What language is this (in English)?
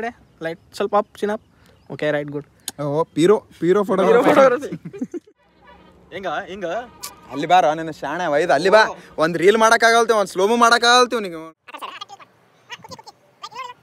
Kannada